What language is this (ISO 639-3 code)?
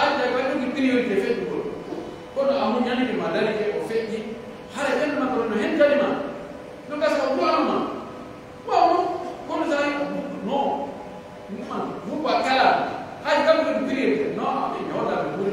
fuf